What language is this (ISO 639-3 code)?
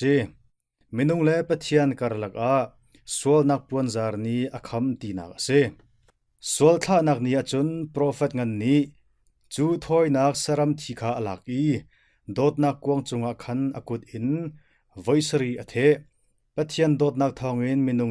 cnh